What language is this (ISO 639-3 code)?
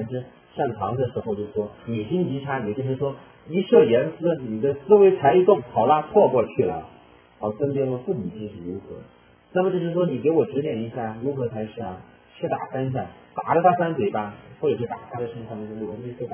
zho